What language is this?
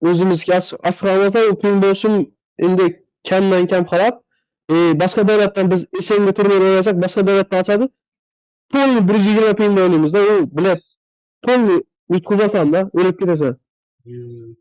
Kara-Kalpak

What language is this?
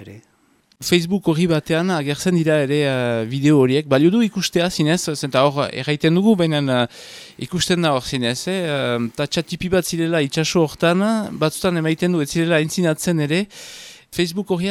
Basque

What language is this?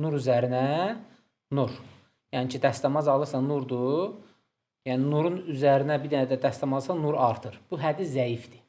Azerbaijani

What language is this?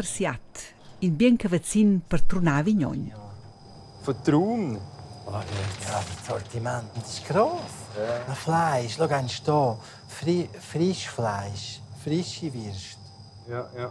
Romansh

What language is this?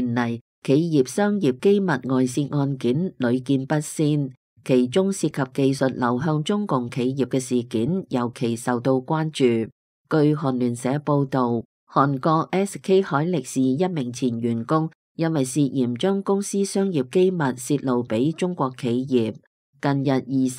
Cantonese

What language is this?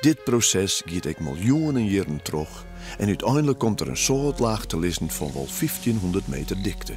Western Frisian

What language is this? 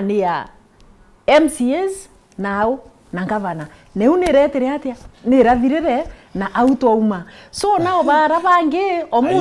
Meru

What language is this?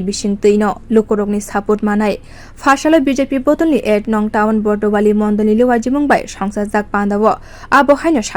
Kok Borok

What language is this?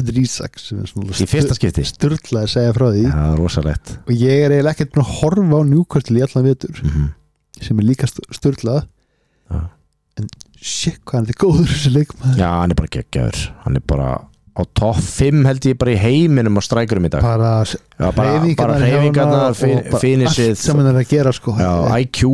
Icelandic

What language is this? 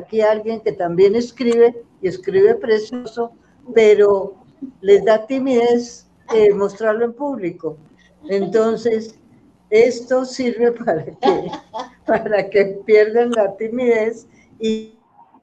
Spanish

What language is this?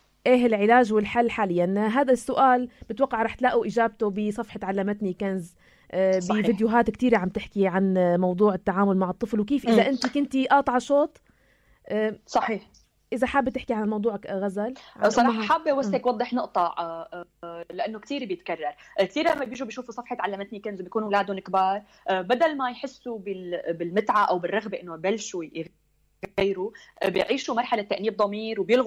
North Levantine Arabic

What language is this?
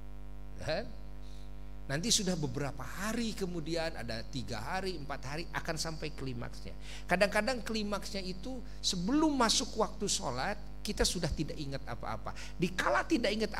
Indonesian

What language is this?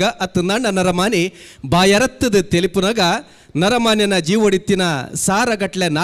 Tulu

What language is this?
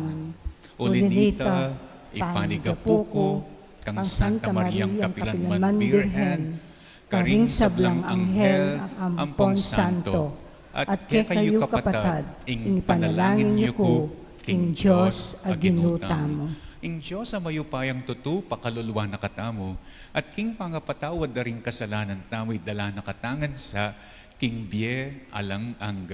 Pampanga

